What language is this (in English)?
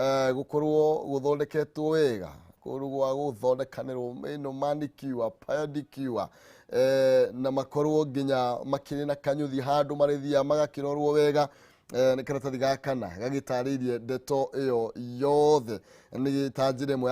Kikuyu